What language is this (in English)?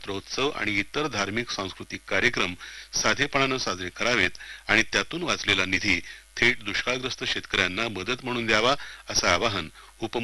Marathi